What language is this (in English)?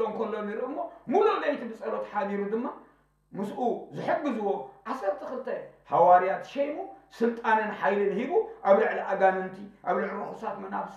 Tigrinya